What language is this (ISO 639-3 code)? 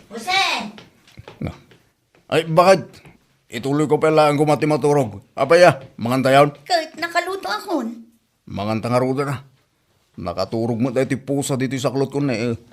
ilo